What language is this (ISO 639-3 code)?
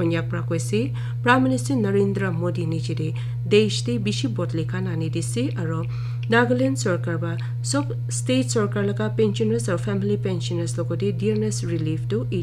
nag